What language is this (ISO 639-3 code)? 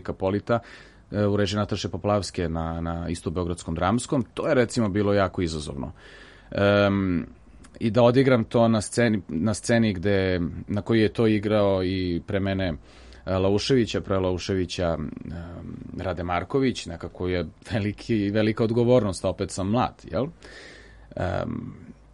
srp